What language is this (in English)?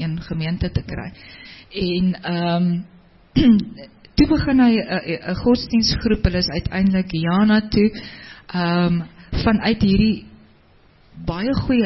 Afrikaans